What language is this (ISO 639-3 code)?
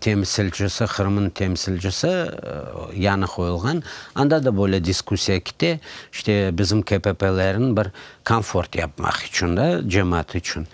crh